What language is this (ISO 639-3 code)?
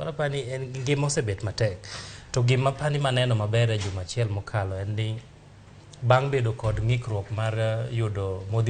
luo